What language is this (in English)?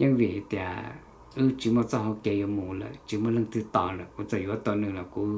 Hmong